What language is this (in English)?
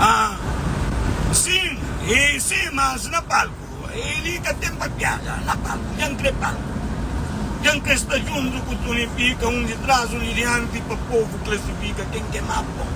Kabuverdianu